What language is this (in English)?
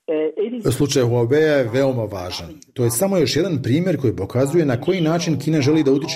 Bosnian